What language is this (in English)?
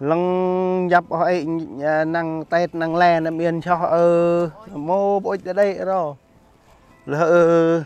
Central Mnong